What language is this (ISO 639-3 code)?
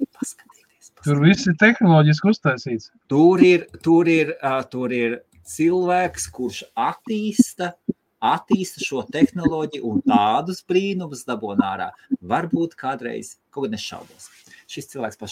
lav